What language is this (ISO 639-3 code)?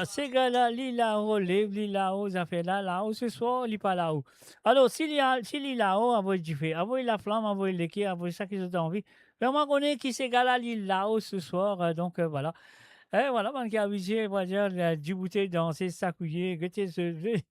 mfe